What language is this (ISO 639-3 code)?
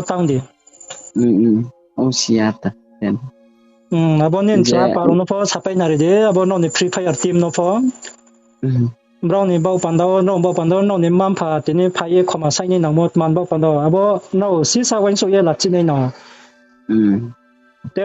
ria